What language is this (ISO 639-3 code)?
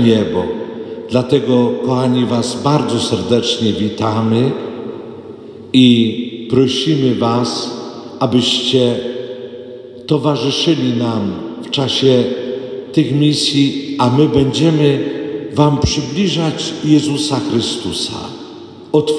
pol